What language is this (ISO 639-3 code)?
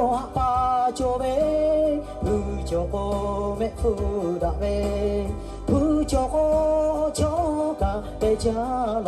lhu